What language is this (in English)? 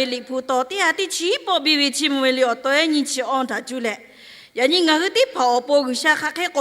Lahu